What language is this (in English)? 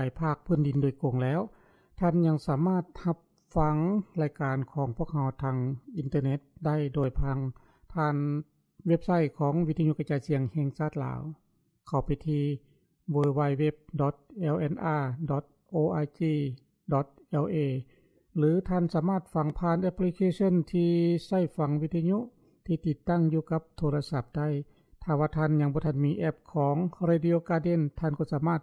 Lao